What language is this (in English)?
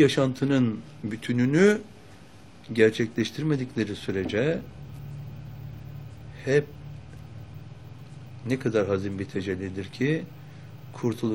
Turkish